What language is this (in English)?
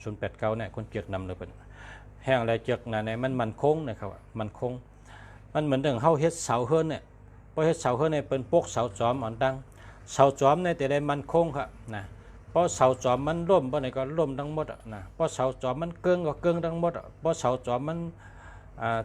Shan